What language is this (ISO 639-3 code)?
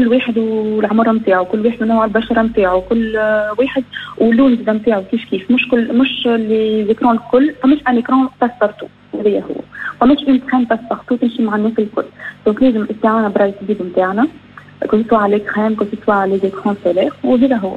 aeb